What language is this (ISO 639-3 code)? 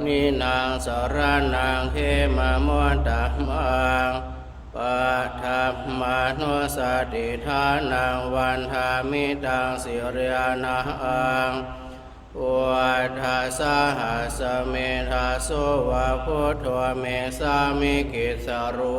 pli